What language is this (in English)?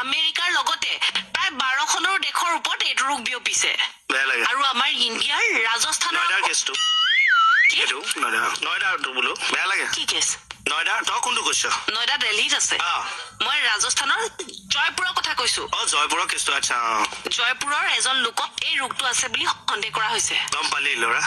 Assamese